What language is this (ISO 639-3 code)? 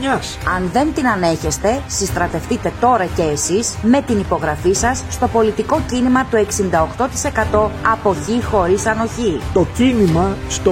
ell